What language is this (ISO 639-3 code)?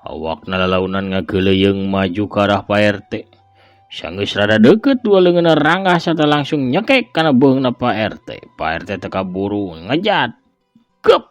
sun